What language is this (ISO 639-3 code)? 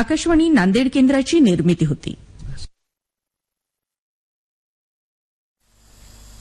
mar